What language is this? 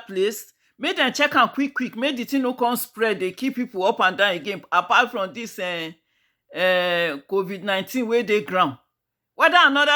Nigerian Pidgin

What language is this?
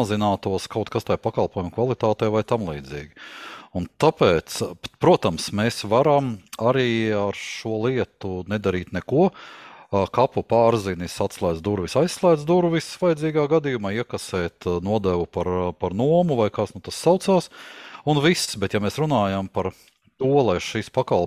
Latvian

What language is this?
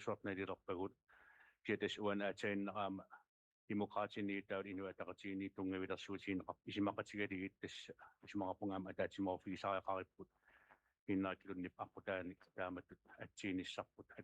Kalaallisut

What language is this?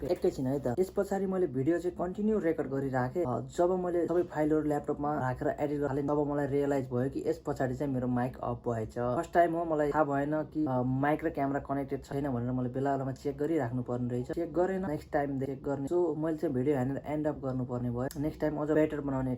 Nepali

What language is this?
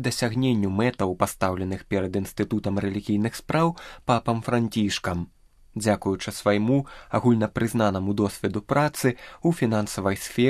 Belarusian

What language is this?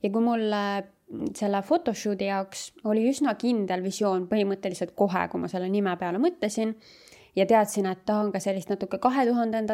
Estonian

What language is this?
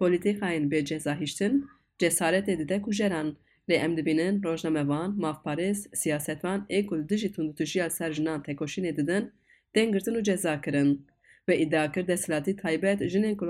Kurdish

